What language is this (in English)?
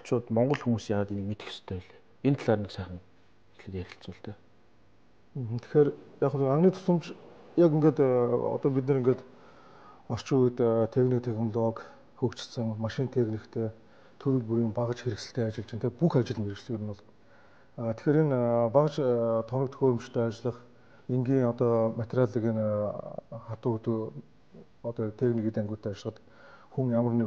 Mongolian